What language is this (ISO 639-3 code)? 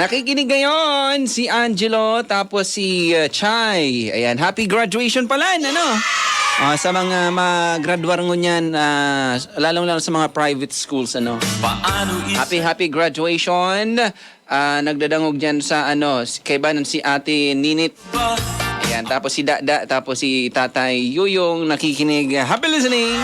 bik